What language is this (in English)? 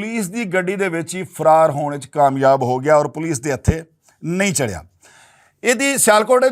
Western Panjabi